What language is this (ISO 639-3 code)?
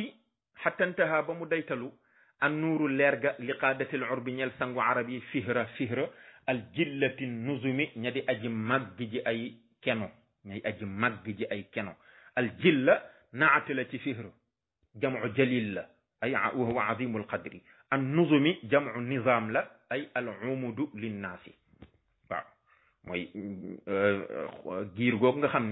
wol